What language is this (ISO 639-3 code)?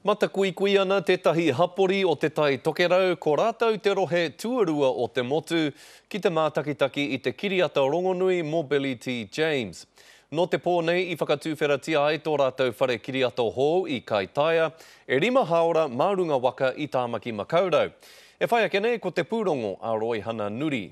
mri